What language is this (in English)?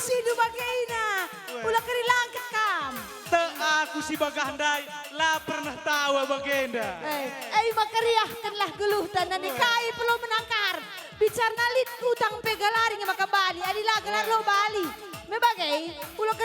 Batak Karo